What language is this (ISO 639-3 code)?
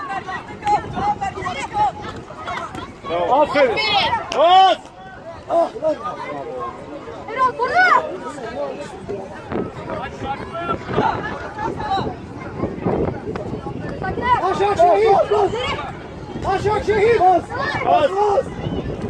tur